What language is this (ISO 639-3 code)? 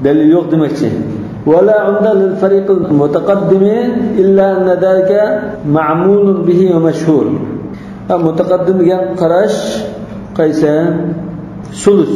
uig